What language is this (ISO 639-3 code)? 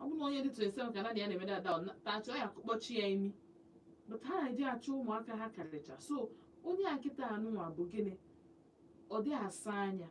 ibo